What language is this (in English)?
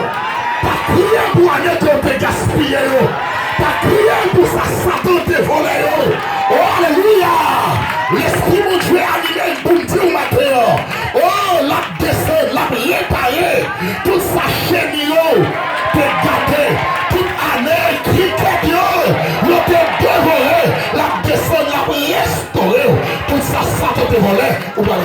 Haitian Creole